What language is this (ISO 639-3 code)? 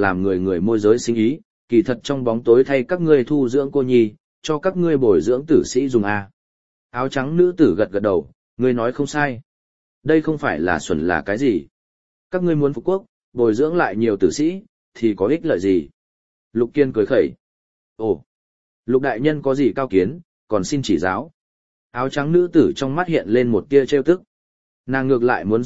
vie